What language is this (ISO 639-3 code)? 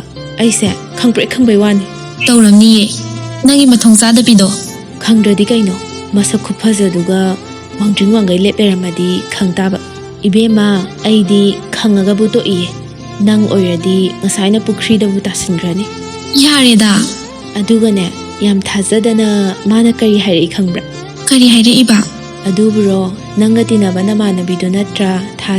mni